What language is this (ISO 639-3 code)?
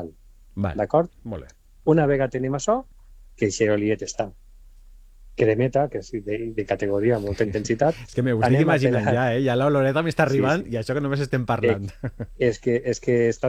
cat